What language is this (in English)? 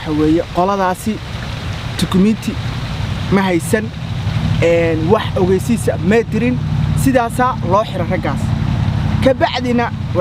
Somali